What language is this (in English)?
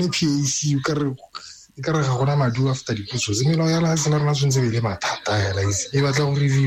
Tswana